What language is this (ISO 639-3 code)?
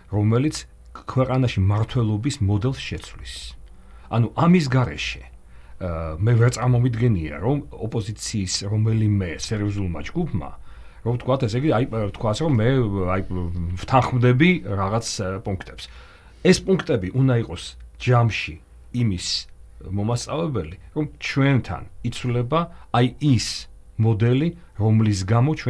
kat